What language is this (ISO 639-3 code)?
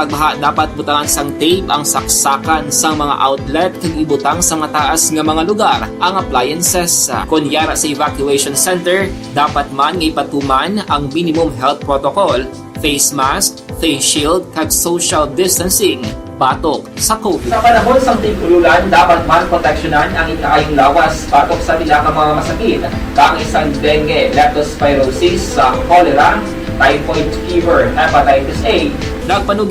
hil